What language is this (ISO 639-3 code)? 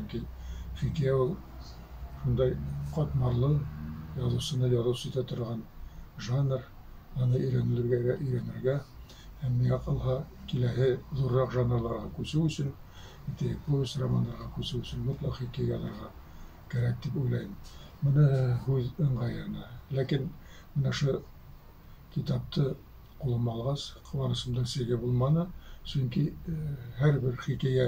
bak